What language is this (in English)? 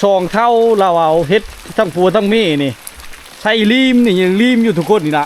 Lao